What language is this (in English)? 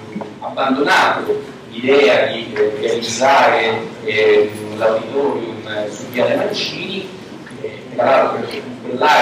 Italian